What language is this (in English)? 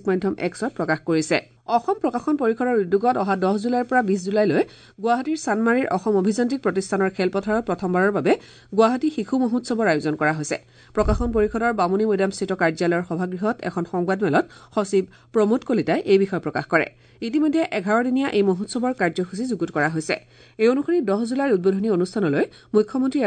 Assamese